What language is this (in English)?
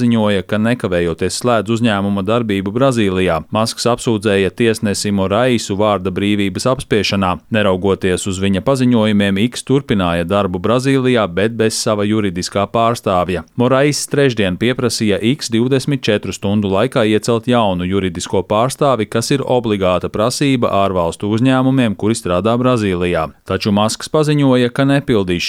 Latvian